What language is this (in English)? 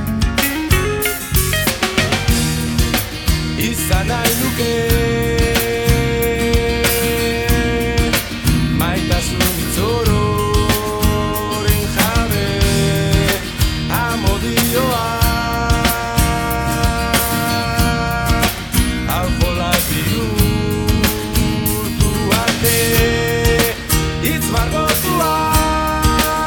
Basque